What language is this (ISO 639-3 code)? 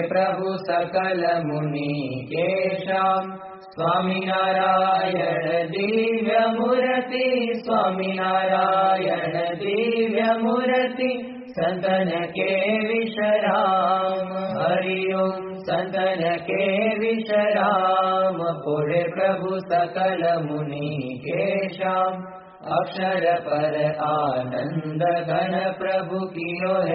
guj